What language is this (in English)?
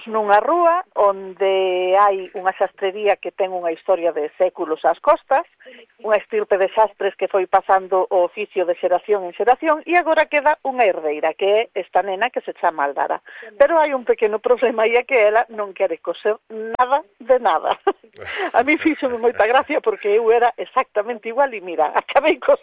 Galician